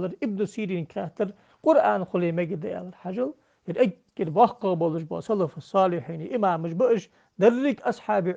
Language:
Ingush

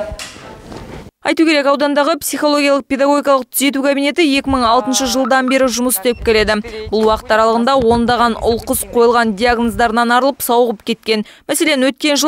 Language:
Kazakh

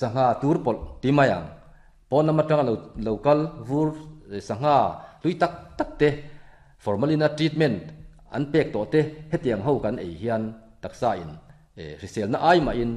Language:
Mizo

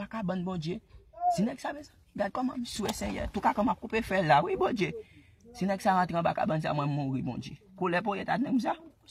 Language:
Haitian Creole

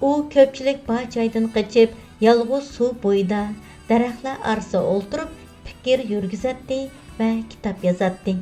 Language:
Uyghur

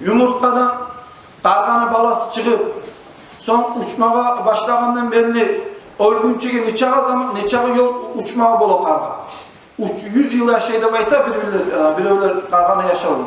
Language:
Kumyk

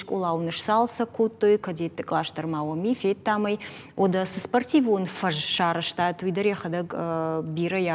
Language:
Ossetic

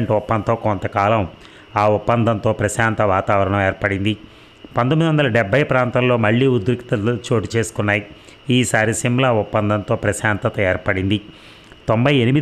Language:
Telugu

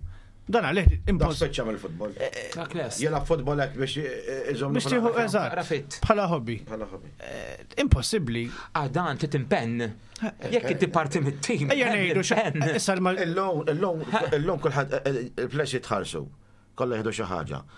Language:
Maltese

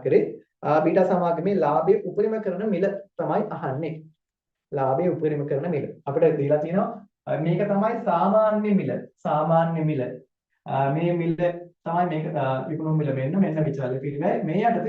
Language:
Sinhala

